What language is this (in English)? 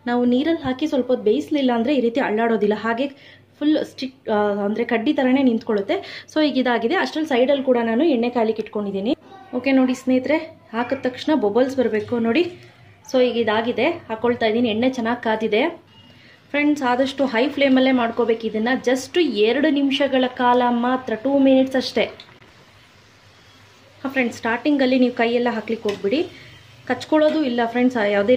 Kannada